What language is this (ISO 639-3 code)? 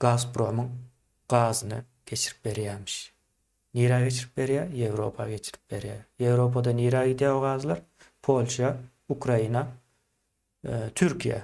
tuk